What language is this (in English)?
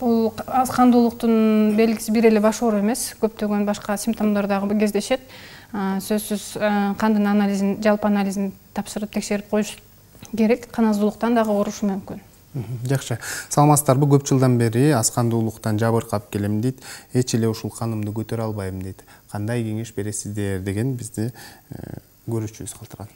Kyrgyz